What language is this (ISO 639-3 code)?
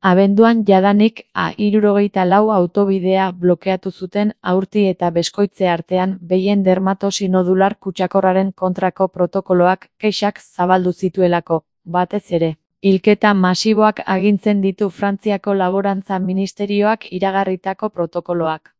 eus